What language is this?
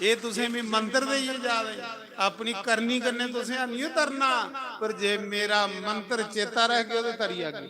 Dogri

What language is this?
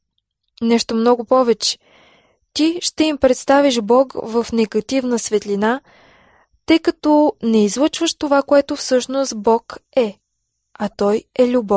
Bulgarian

